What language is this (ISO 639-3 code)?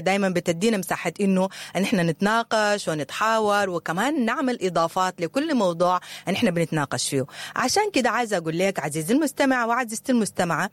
apd